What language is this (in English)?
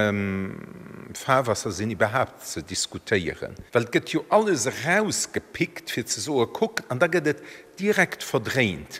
Luxembourgish